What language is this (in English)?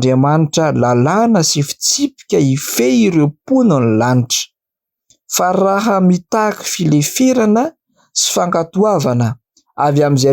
Malagasy